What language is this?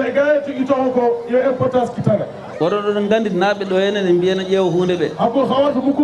Fula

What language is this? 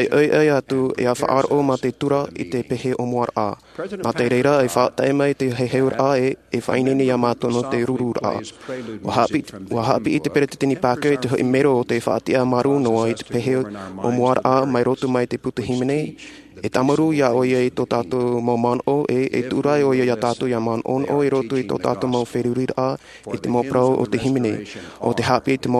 Tahitian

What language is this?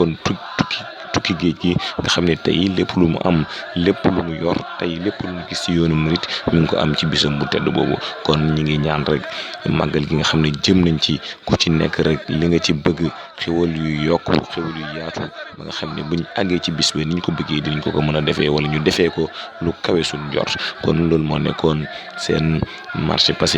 Wolof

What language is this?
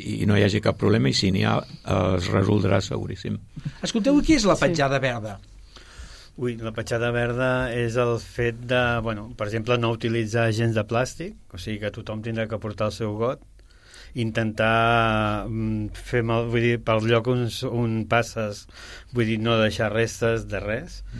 Catalan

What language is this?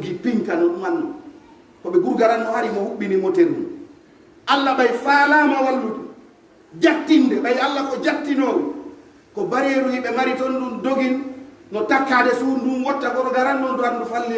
Pular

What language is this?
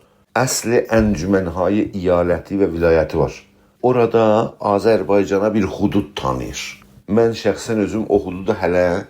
South Azerbaijani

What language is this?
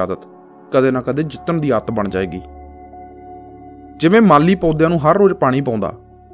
Punjabi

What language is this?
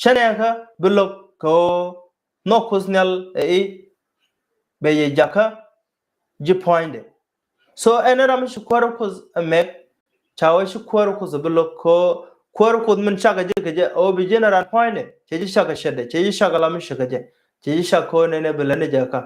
Nuer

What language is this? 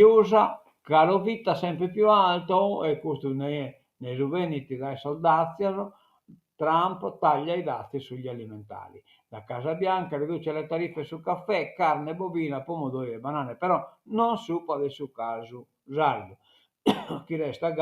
Sardinian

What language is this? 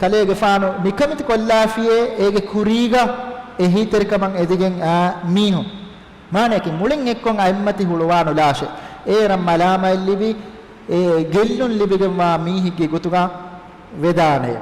Divehi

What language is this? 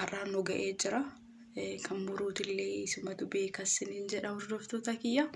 Oromo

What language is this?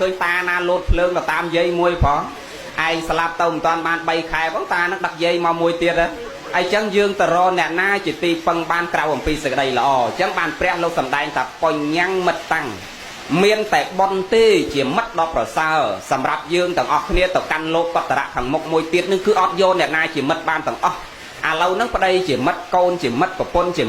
Khmer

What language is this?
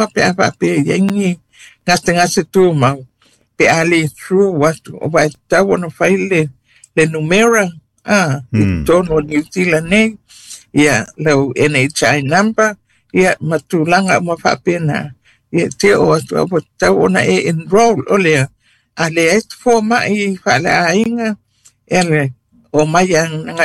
Samoan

